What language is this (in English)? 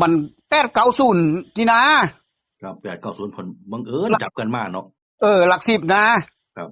Northeastern Thai